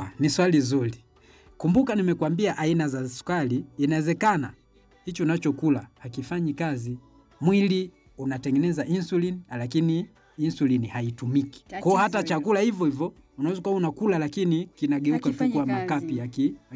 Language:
Swahili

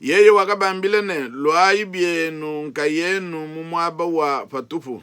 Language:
Luba-Lulua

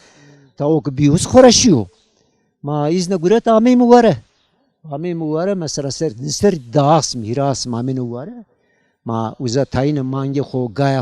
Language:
Zaza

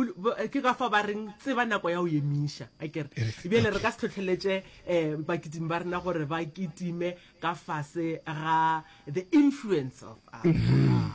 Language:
Northern Sotho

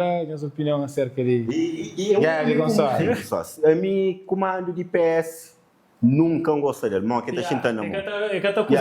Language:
Kabuverdianu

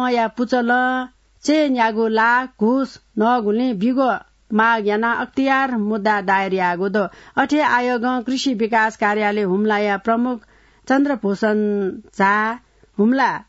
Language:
Newari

